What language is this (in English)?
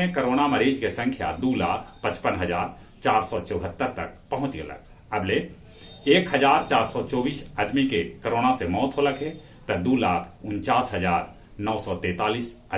Magahi